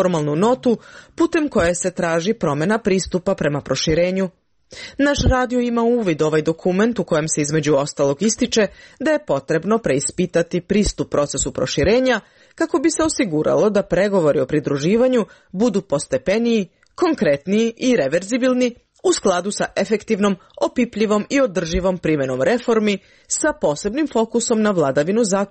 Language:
Serbian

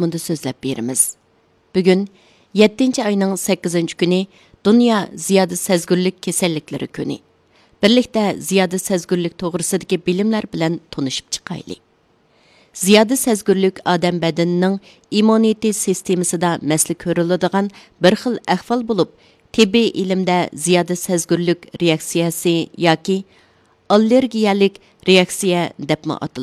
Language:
Uyghur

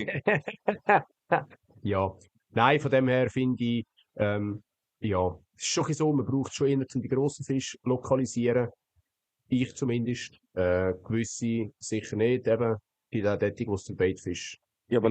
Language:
Swiss German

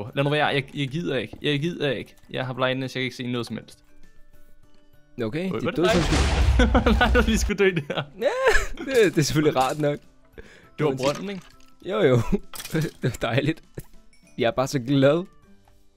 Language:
Danish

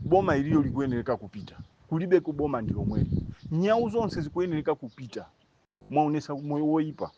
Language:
Nyanja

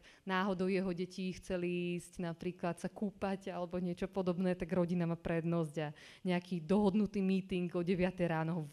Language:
Slovak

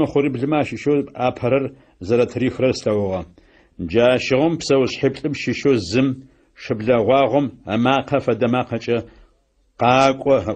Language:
Adyghe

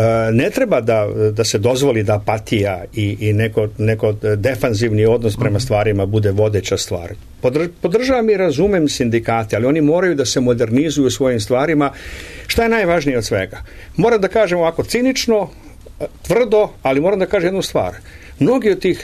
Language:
Serbian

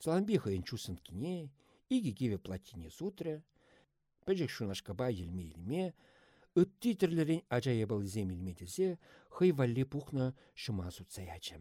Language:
Chuvash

